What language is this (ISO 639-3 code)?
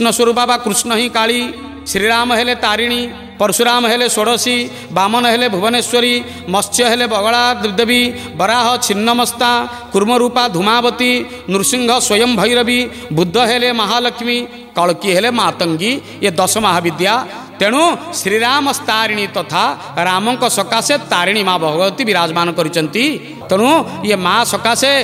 ori